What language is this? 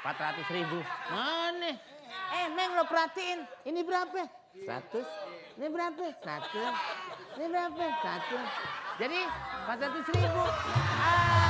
Betawi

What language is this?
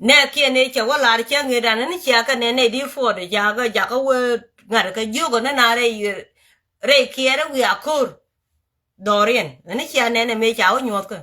Nuer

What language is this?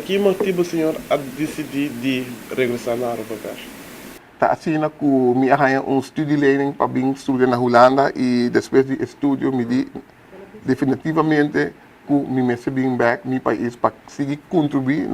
Papiamento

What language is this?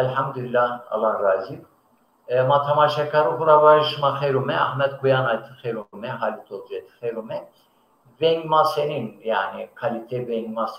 Zaza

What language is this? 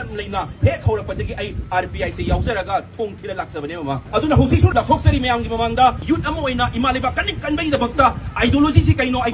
Manipuri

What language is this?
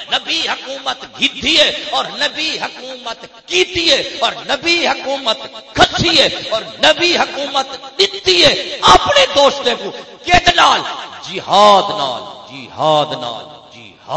Saraiki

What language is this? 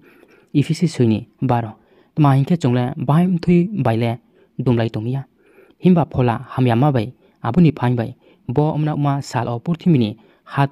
Riang (India)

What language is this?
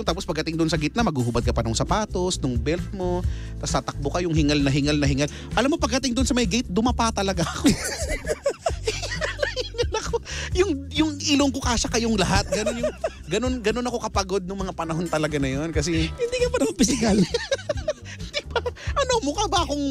Filipino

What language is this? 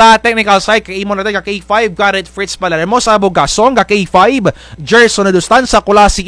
Hiligaynon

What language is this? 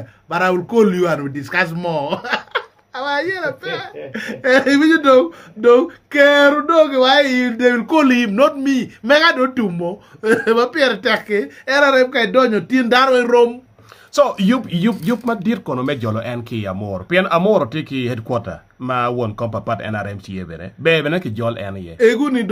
Acoli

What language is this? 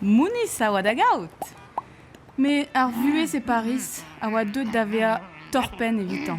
Breton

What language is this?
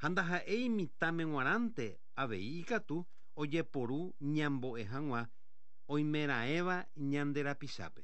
Guarani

